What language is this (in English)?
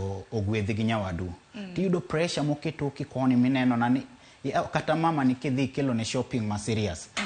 Luo (Kenya and Tanzania)